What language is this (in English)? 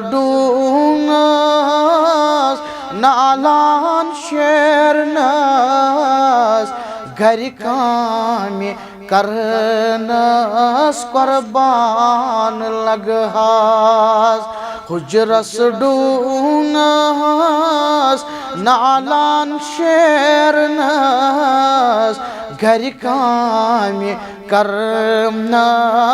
Kashmiri